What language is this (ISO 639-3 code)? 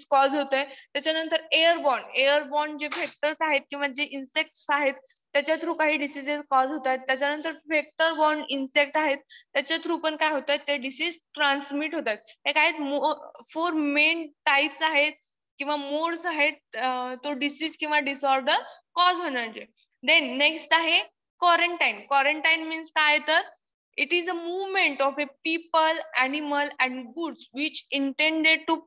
mar